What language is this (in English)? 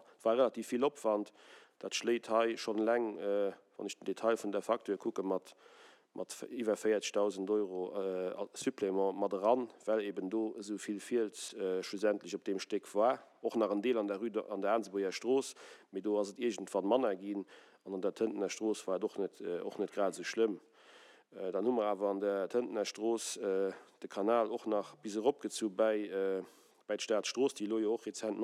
Luxembourgish